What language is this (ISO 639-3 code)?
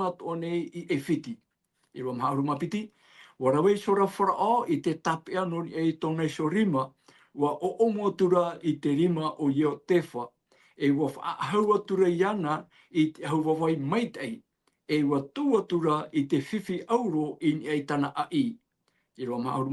tah